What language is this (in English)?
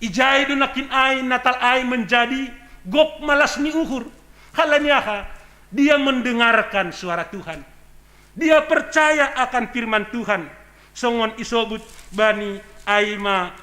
Batak Simalungun